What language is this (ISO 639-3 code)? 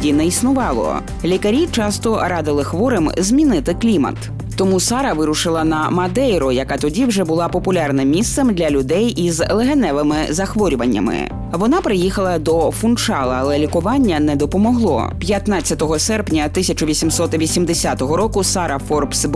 ukr